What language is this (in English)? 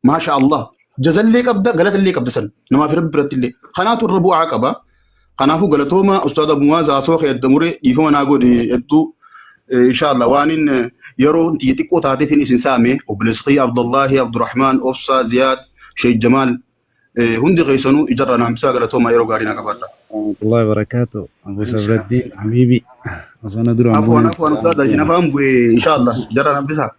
Oromo